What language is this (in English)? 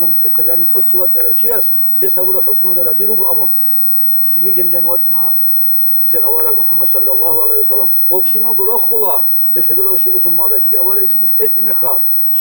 Avaric